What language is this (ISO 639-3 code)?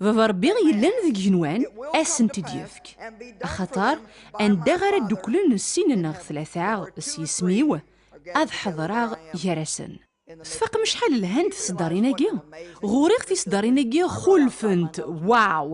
kab